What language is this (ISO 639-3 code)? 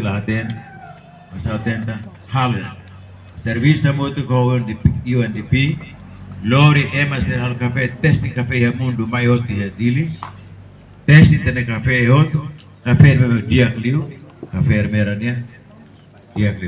tet